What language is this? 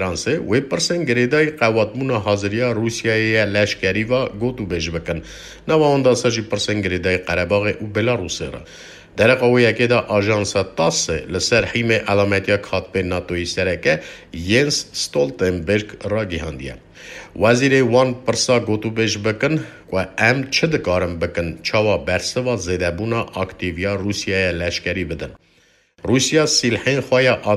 Kurdish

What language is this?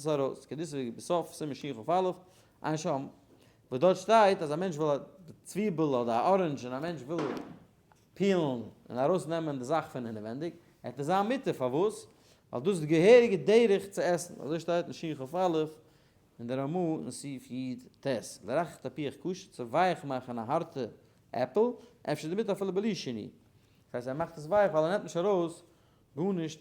Yiddish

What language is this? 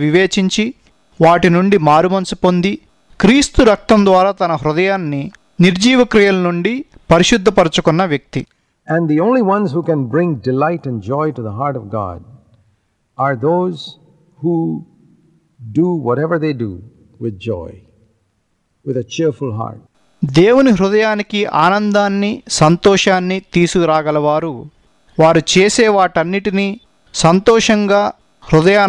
Telugu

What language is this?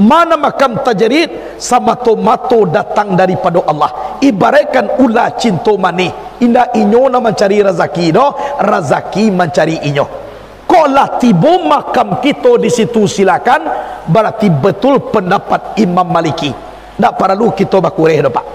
Minangkabau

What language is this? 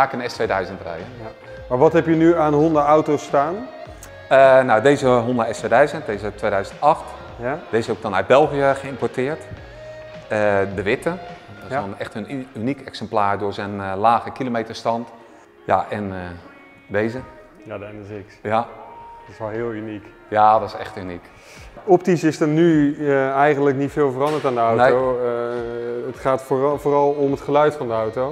Dutch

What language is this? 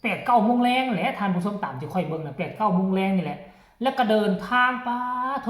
Lao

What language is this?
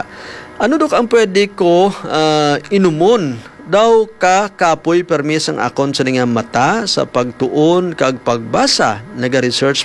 Hiligaynon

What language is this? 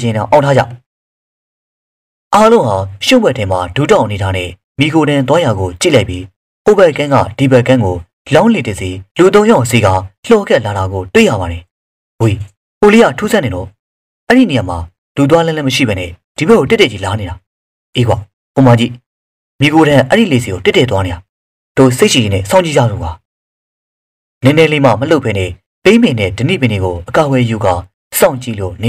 Burmese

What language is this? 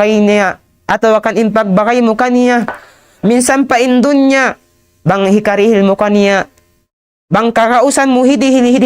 Tausug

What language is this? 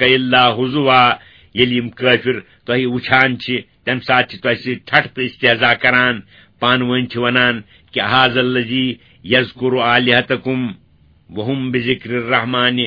Kashmiri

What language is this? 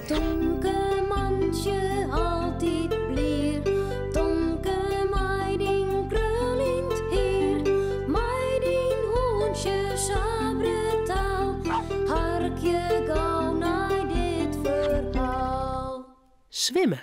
Western Frisian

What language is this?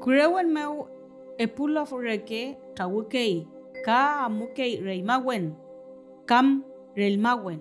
Mapuche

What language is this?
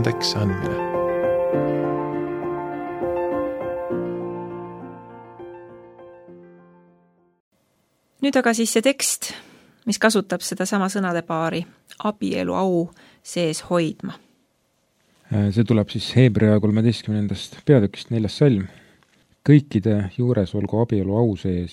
Estonian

